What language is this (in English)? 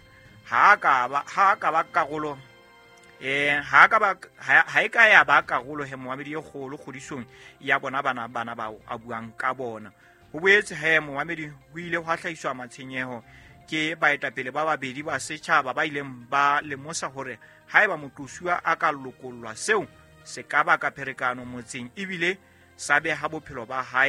Southern Sotho